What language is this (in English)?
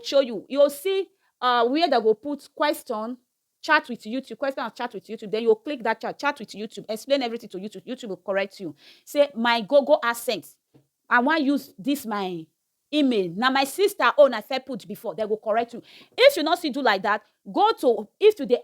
Nigerian Pidgin